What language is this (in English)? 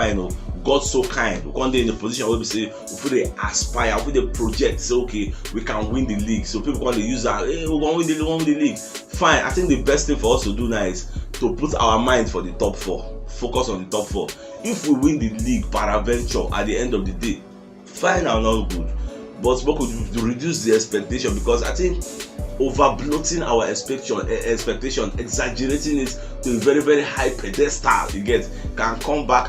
Nigerian Pidgin